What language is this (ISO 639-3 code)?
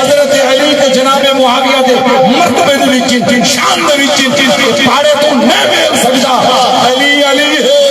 skr